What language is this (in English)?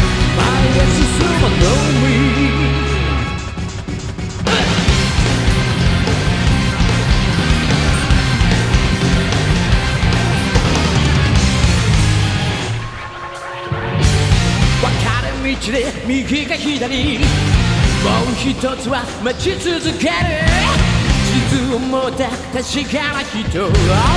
Japanese